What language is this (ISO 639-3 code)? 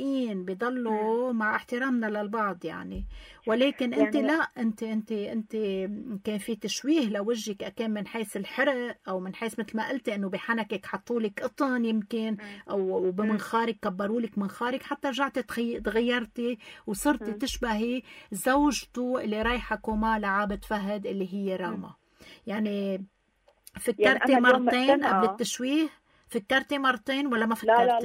apc